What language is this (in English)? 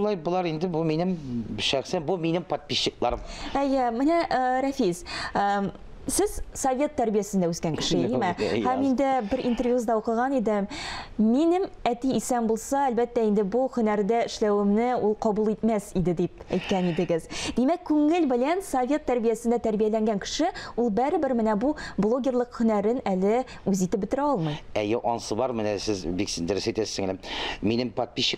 Tatar